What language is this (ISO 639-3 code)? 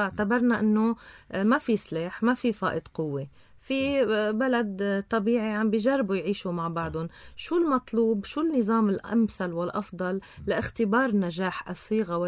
apc